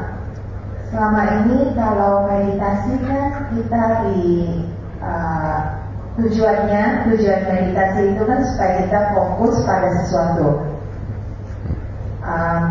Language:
Indonesian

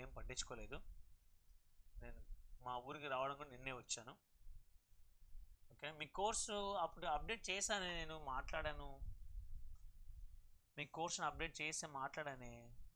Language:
Telugu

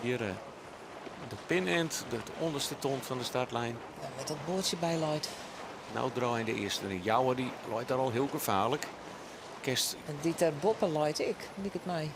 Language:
Western Frisian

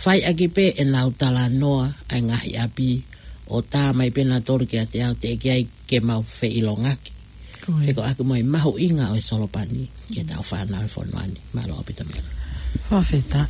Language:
Tongan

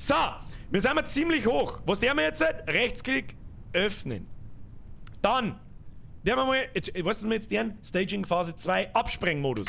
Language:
Bavarian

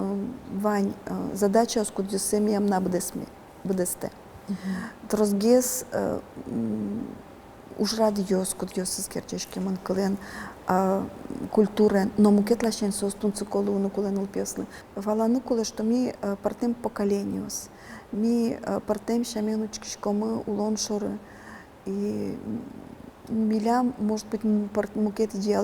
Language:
Udmurt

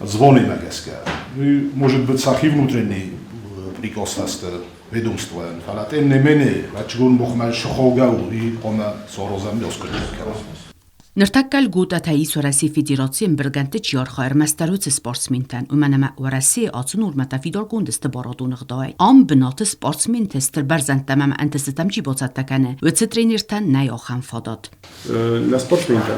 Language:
Ossetic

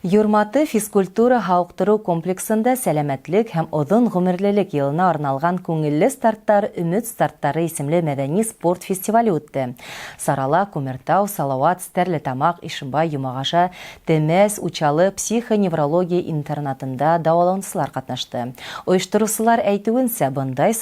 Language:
Bashkir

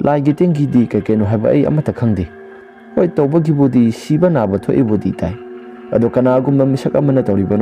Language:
Manipuri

